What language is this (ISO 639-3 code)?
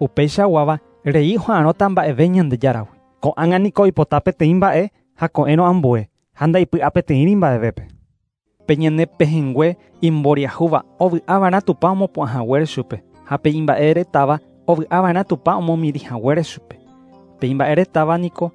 grn